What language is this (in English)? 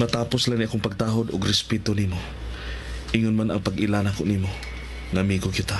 Cebuano